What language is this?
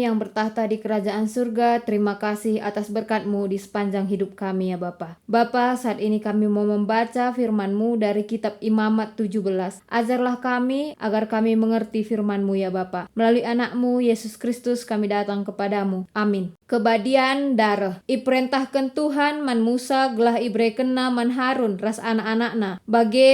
Batak Karo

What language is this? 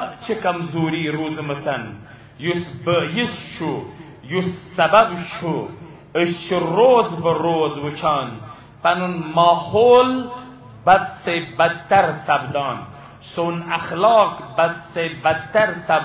Kashmiri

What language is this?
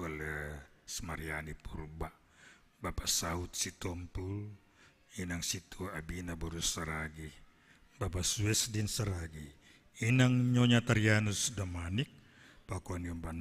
Batak Simalungun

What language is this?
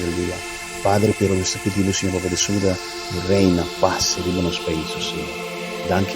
Papiamento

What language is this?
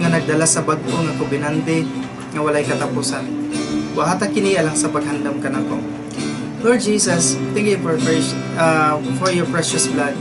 Cebuano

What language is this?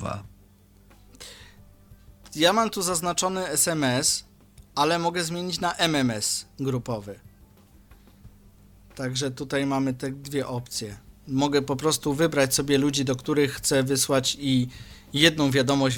Polish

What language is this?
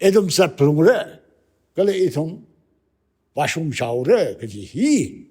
Tangkhul Naga (India)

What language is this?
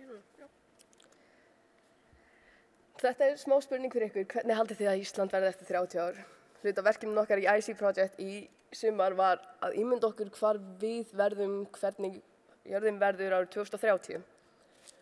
Icelandic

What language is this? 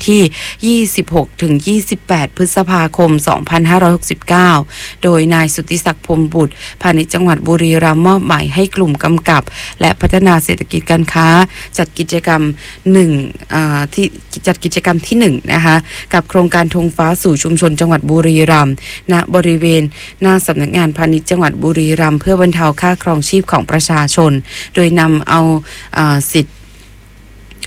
Thai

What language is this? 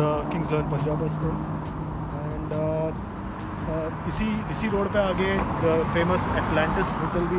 Hindi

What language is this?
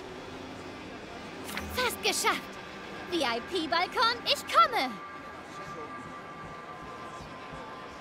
German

